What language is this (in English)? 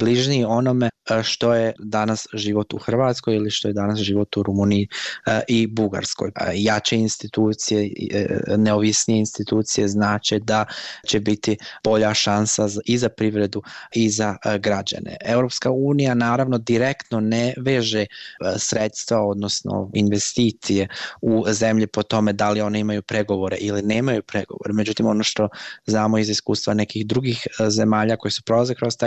Bosnian